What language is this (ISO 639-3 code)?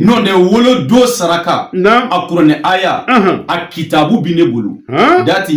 bam